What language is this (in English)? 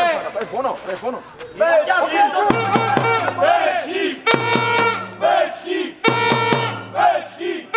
Czech